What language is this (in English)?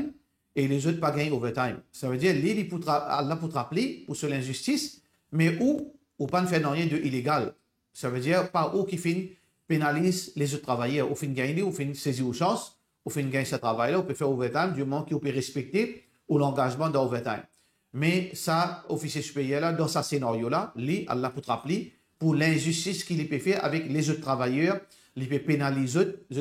Morisyen